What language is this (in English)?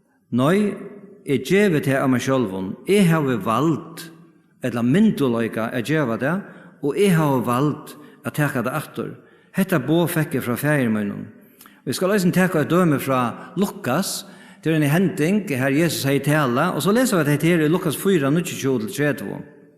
Faroese